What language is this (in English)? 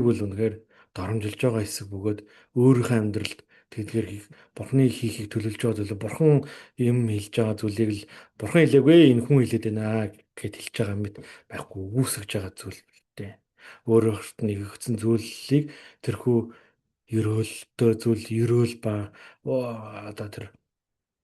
Mongolian